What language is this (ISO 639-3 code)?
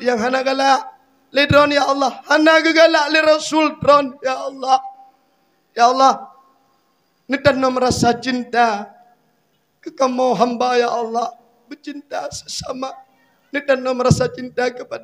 ace